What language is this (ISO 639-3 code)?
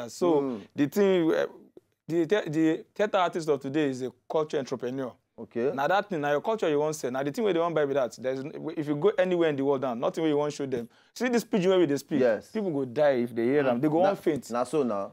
pcm